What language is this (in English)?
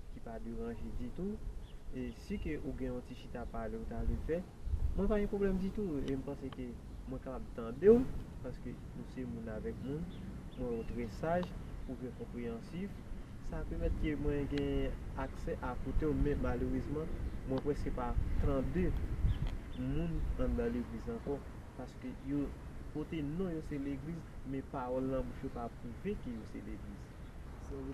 Haitian Creole